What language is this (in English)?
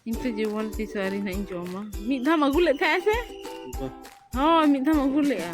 Santali